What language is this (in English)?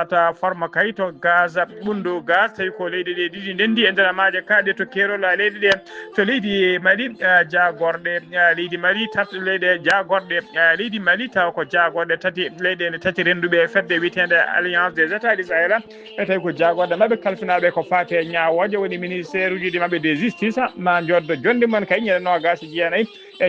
Fula